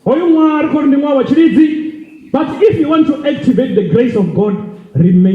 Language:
Venda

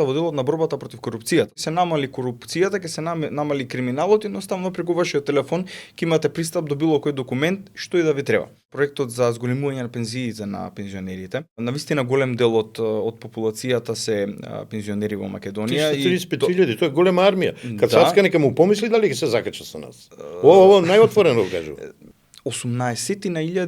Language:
Macedonian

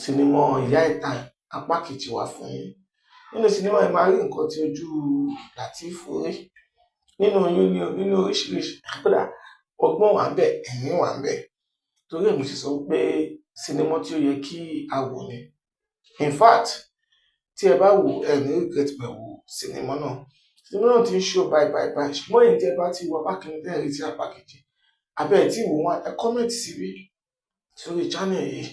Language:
Yoruba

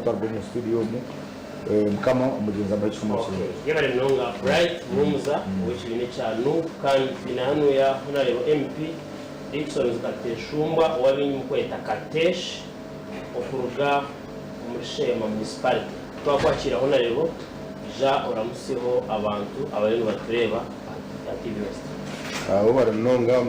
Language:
Nyankole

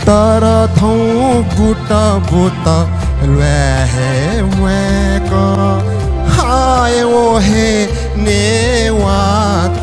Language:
Newari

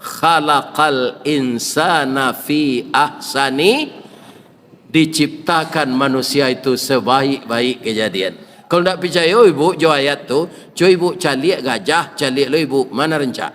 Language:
Minangkabau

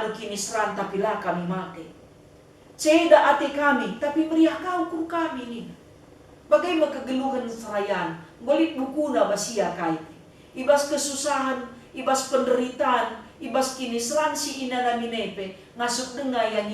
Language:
Batak Karo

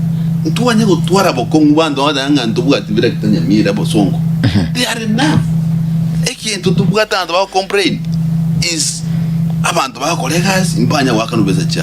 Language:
Gusii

